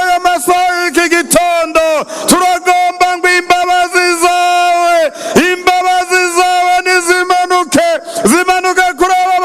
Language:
Rundi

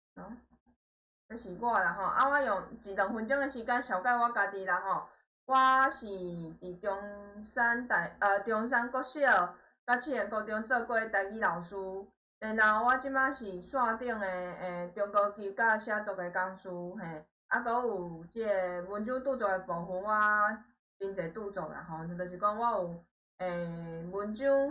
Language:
Min Nan Chinese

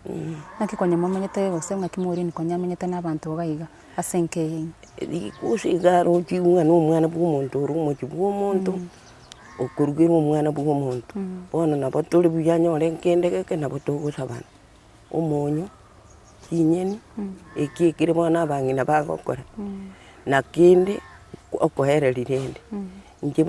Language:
Gusii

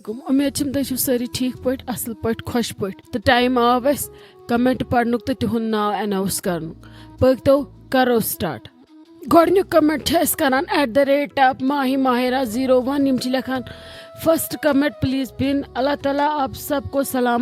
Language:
Kashmiri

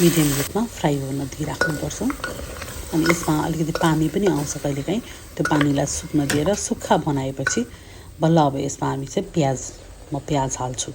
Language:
Nepali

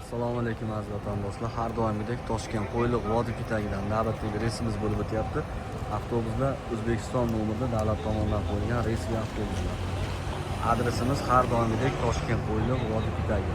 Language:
Uzbek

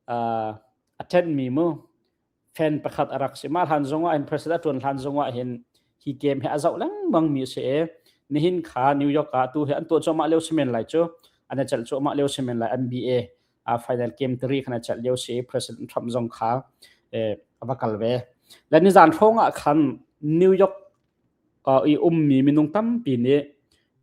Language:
Hakha Chin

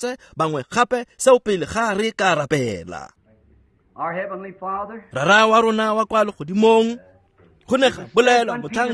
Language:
Tswana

